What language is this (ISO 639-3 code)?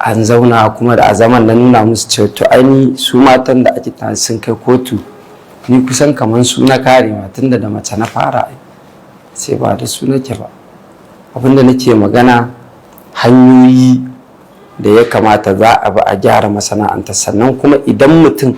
hau